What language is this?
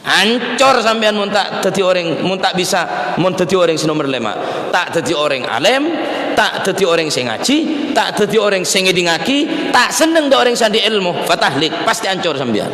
Madurese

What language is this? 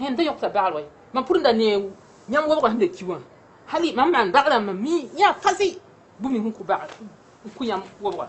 Mossi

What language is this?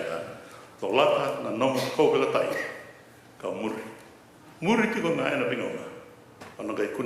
Fijian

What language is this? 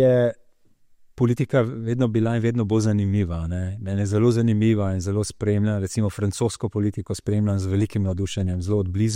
Slovenian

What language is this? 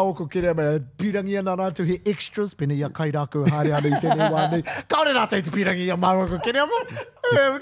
Māori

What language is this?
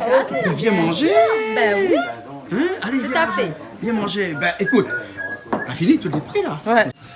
Réunion Creole French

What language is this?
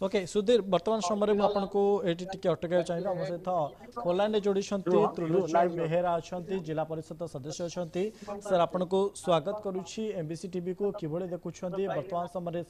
Odia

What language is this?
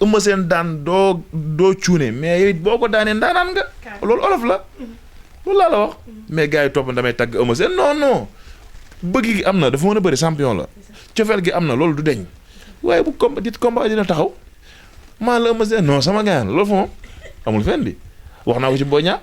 Wolof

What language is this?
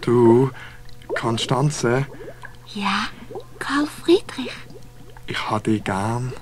Swiss German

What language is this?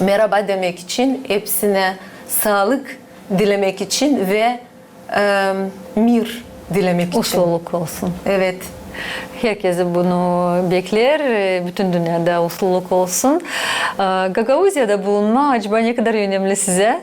Gagauz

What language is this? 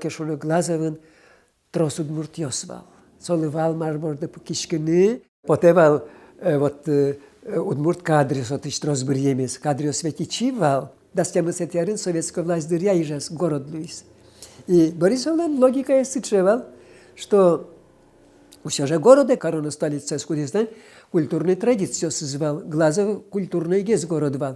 Udmurt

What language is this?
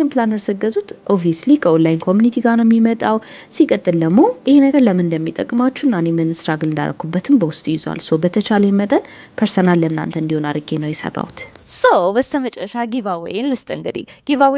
Amharic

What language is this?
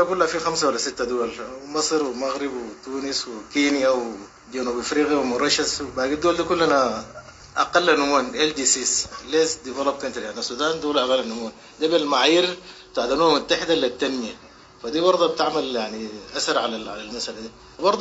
Sudanese Arabic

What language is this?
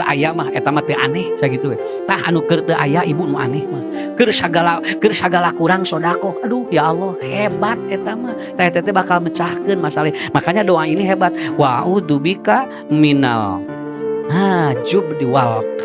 Sundanese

